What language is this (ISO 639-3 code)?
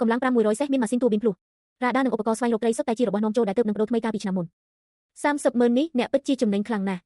khm